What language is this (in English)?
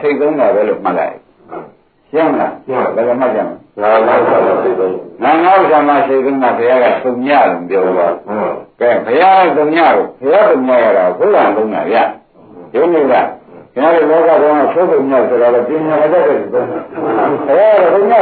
Burmese